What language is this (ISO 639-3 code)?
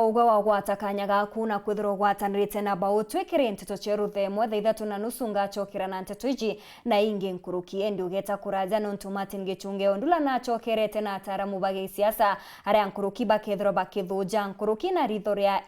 mer